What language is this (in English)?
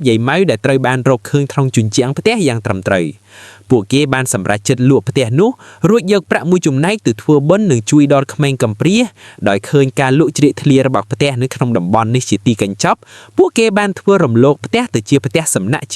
Khmer